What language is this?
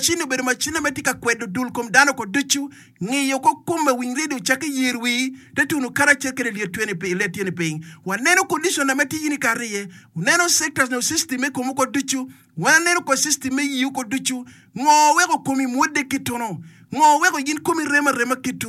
Acoli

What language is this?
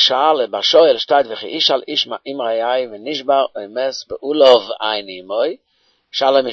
Yiddish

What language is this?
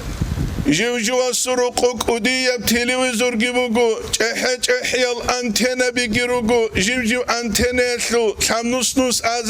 Avaric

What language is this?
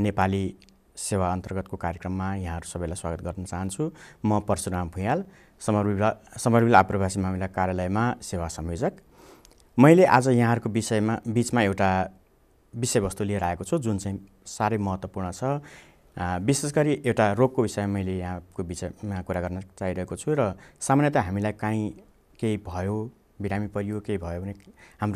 Nepali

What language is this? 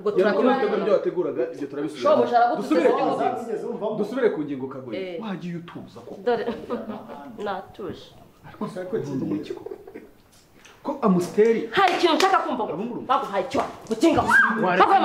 Kinyarwanda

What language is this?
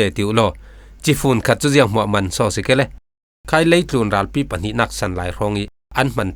Falam Chin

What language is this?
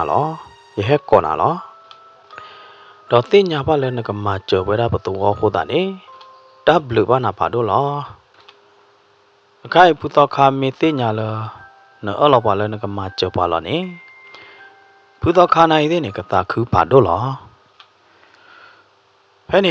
S'gaw Karen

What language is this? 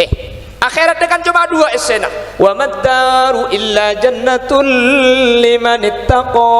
Madurese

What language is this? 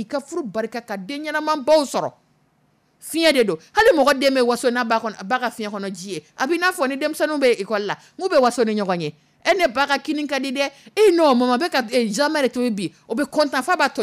Dyula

